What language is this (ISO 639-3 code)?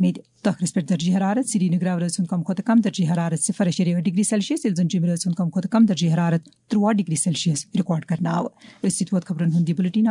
kas